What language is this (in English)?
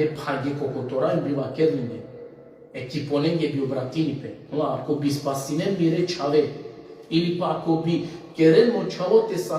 Balkan Romani